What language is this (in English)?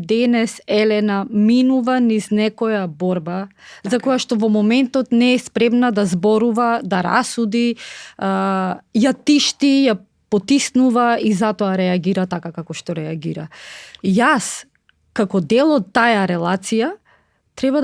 Macedonian